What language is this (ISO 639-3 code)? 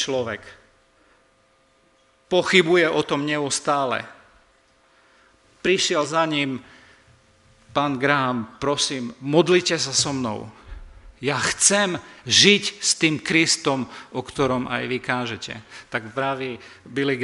slk